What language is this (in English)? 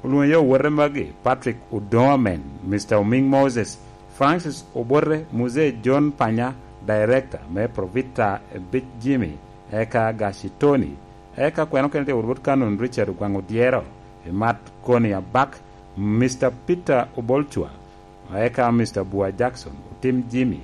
Lango (Uganda)